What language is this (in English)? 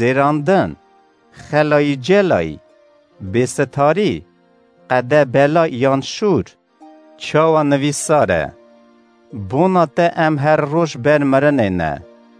Kurdish